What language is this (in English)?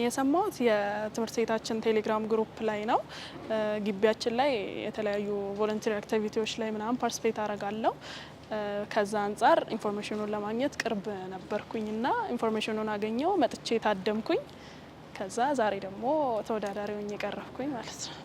Amharic